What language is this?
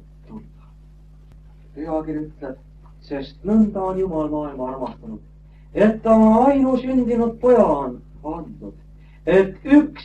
Estonian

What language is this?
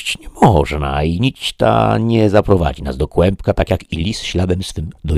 Polish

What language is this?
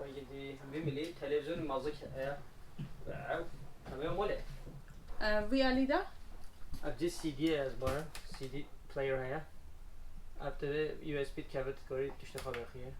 Kurdish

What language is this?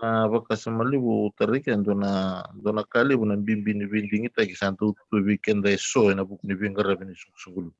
Fijian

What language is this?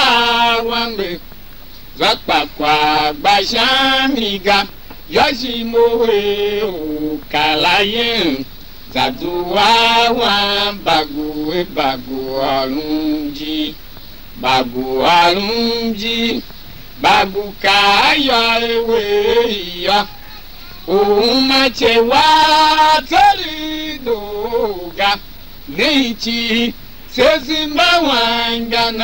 Tiv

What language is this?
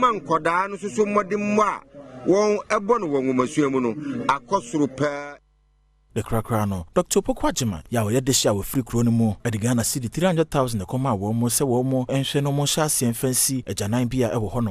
Akan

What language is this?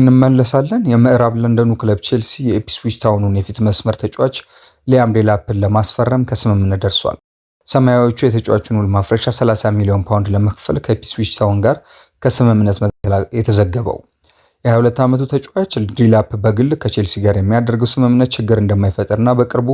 Amharic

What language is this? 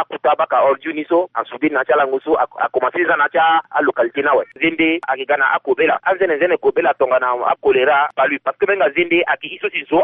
Sango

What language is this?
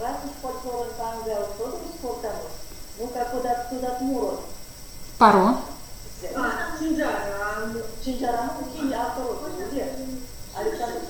Erzya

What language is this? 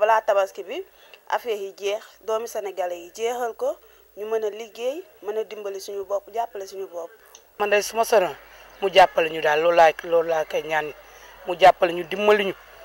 Wolof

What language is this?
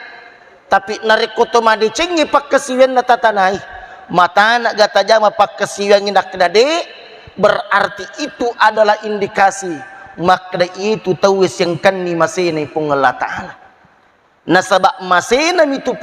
Buginese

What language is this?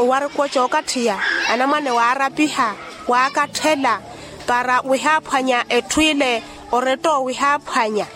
Makhuwa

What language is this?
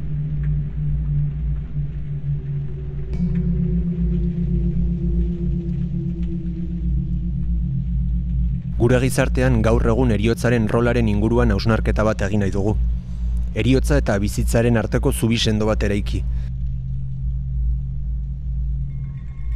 Basque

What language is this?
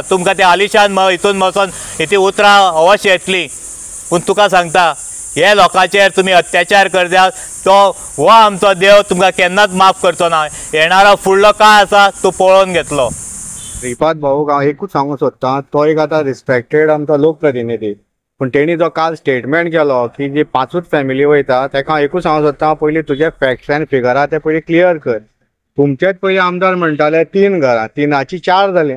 Konkani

